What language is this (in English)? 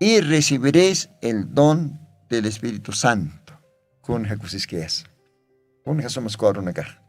Aymara